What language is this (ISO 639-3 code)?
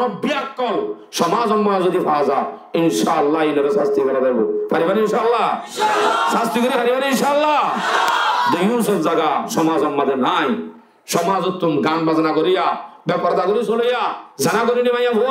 rhg